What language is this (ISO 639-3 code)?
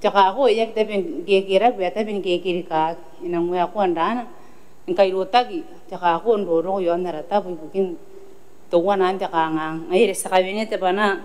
gil